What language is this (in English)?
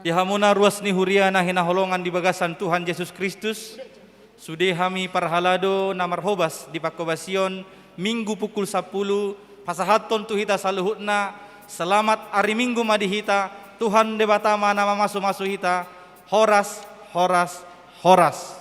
Batak Toba